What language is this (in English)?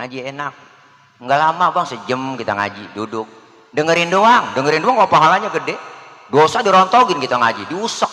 Betawi